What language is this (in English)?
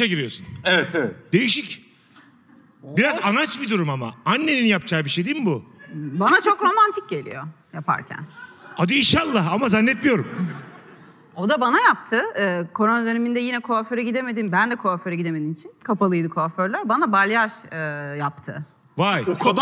Turkish